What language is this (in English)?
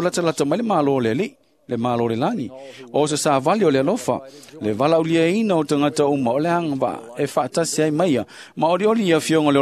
Samoan